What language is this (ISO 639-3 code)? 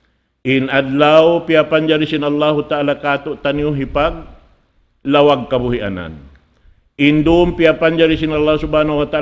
tsg